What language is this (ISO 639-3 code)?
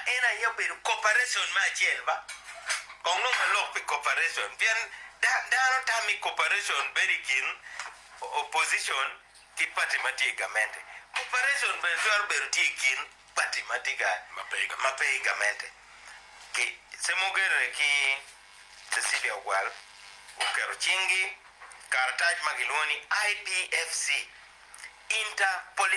ach